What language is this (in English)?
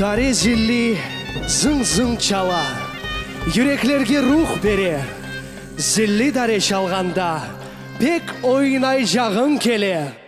Crimean Tatar